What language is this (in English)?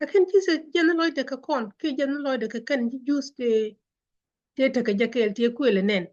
Nuer